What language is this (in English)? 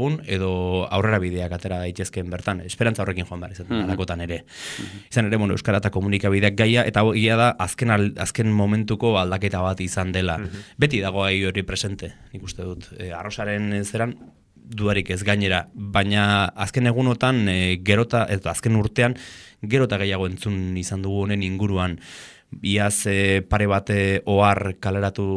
Basque